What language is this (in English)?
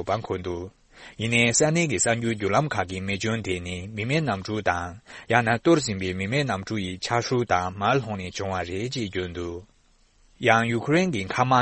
Tibetan